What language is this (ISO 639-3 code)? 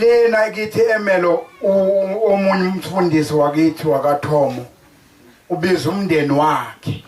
zul